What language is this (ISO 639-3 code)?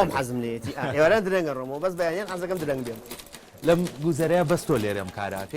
ckb